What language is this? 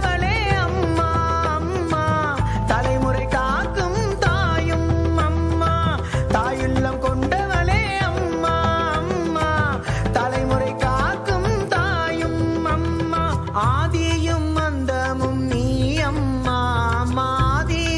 Tamil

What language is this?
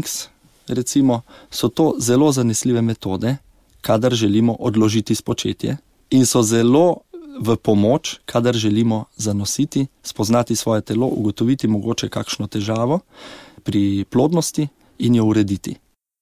Slovenian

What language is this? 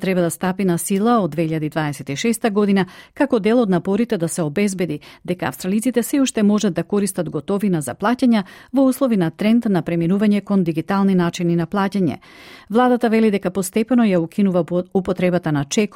Macedonian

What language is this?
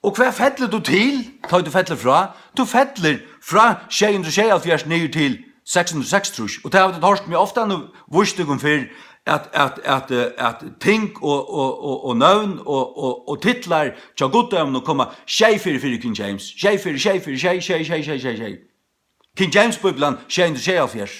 Faroese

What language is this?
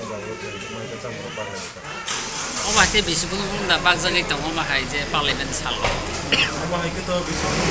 Kok Borok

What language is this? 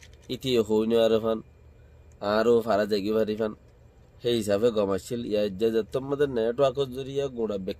Rohingya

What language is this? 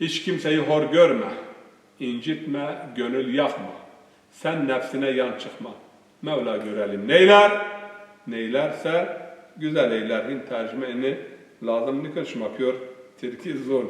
Zaza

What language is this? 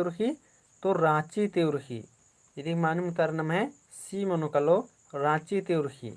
Kurukh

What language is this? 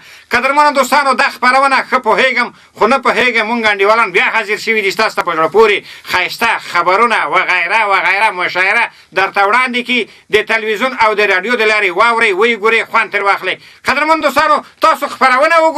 Pashto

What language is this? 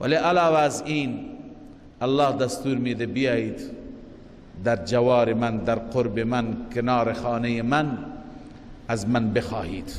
Persian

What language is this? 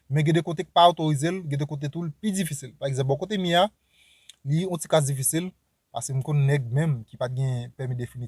Haitian Creole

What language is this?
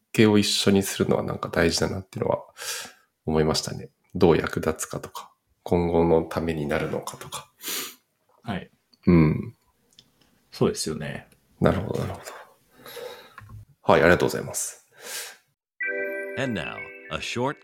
Japanese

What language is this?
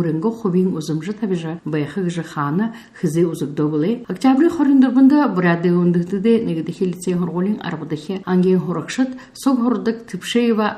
Buriat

